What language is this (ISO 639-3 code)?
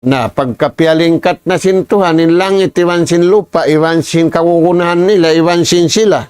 tsg